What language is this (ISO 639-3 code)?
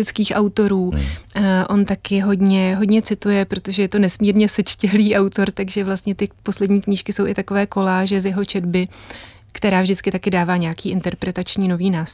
ces